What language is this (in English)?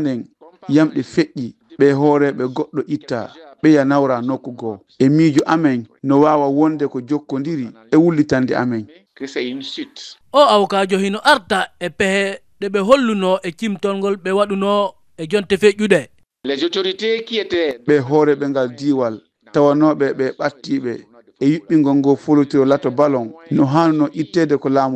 Fula